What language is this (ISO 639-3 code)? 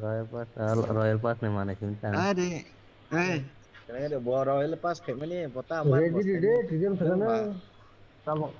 trp